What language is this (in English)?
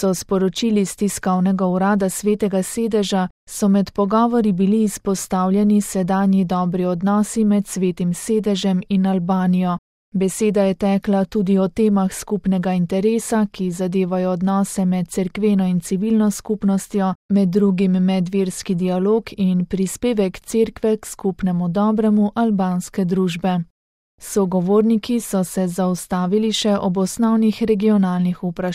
Slovenian